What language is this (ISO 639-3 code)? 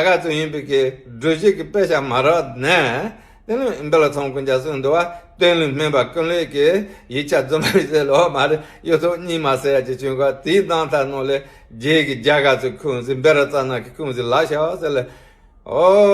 bod